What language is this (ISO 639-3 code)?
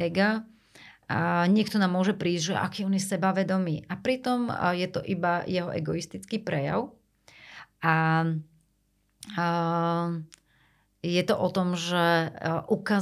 slk